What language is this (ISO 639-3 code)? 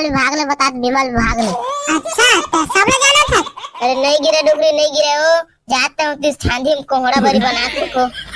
hne